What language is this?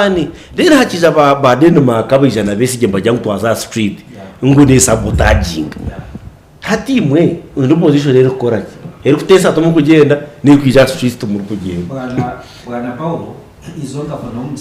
Nyankole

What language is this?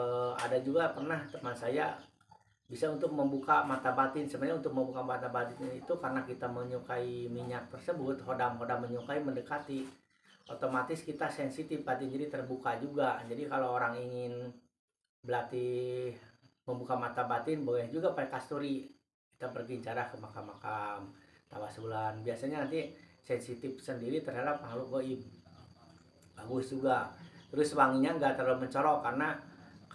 Indonesian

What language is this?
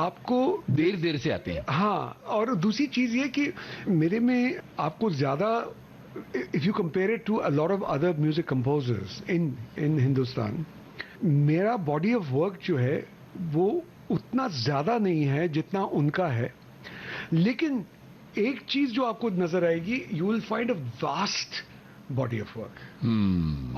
Hindi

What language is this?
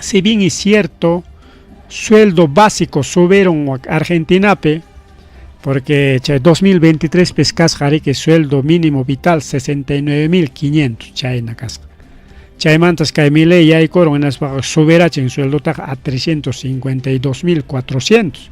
Ayacucho Quechua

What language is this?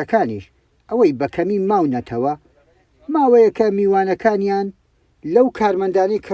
Central Kurdish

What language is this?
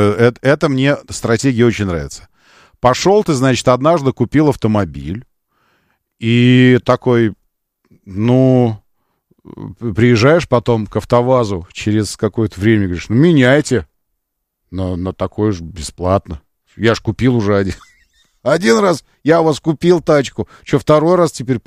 Russian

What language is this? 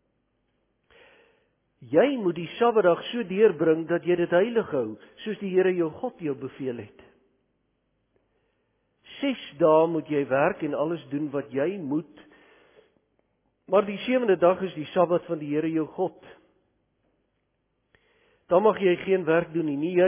Afrikaans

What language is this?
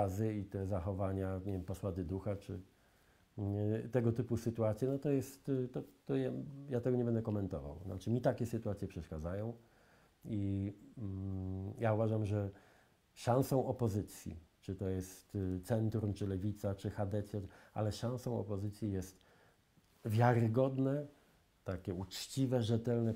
Polish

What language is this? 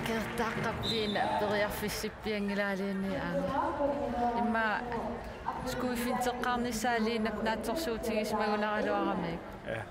Kalaallisut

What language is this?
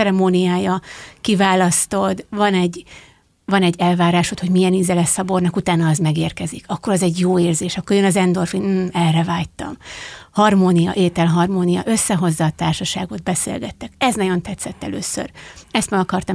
Hungarian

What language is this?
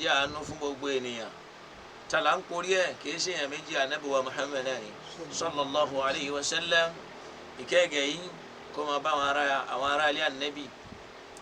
Yoruba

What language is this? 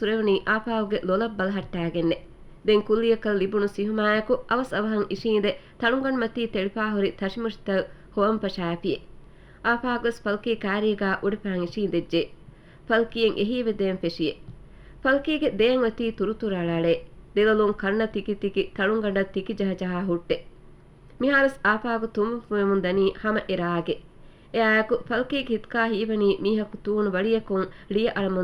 Divehi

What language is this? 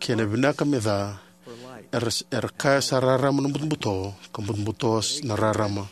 Fijian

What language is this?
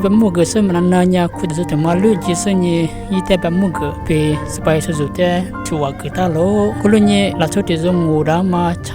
Lisu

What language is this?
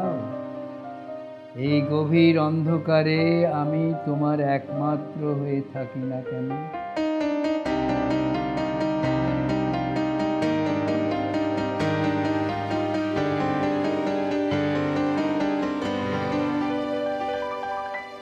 Bangla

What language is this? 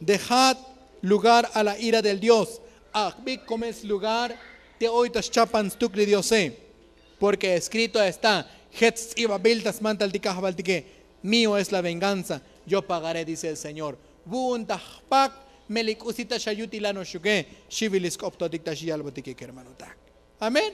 Tzotzil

